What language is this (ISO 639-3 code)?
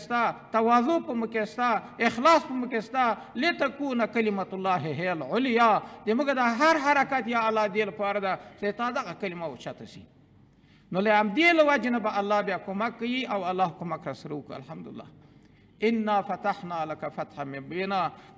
pus